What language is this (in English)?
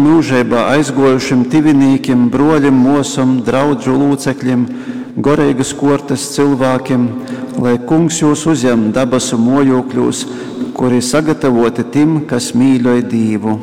Latgalian